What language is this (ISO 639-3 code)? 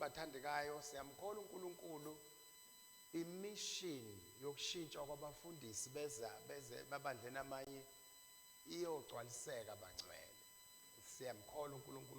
zul